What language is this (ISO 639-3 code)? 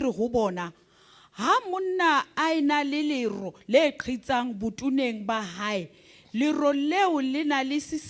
sot